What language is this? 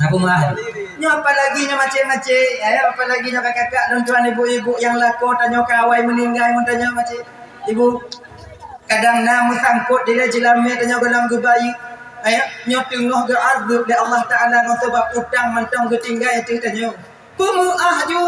Achinese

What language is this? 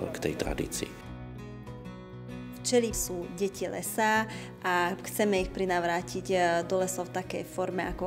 Slovak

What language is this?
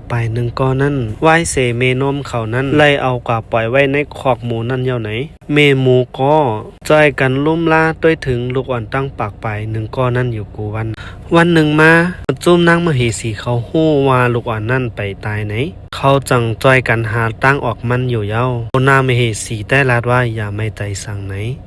Shan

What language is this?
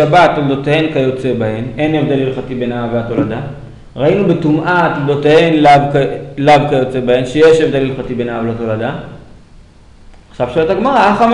Hebrew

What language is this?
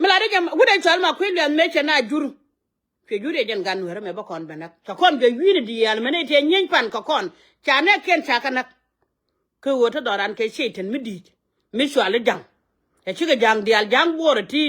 Nuer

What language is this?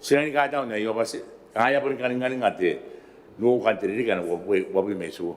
Gilbertese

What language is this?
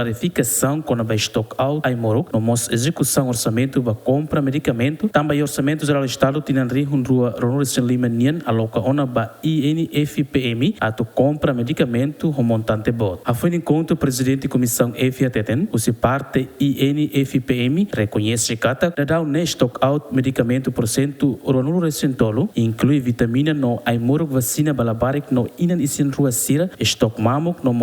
Tetum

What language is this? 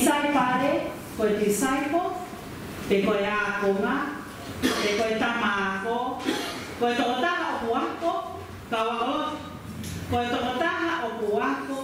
Tongan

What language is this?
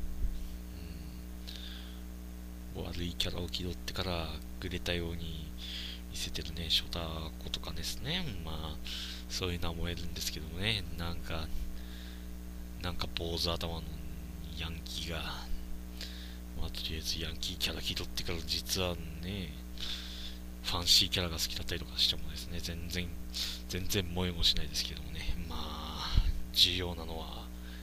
Japanese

